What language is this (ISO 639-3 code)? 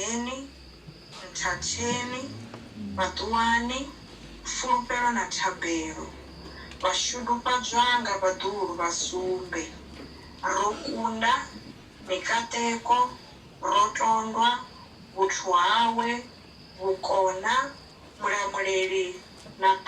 ven